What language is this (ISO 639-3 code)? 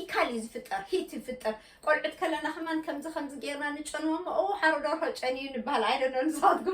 tir